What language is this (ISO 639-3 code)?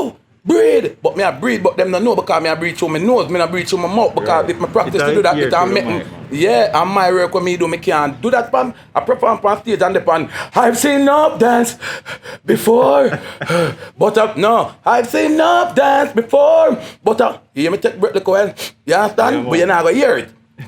jam